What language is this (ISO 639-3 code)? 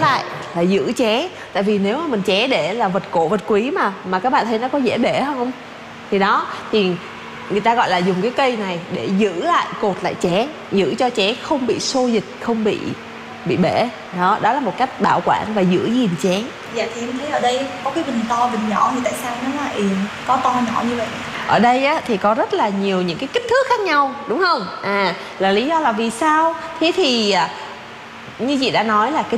vie